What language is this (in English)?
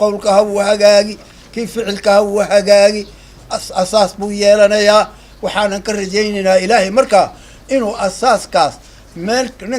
Somali